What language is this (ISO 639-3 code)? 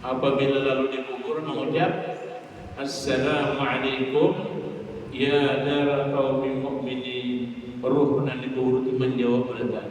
bjn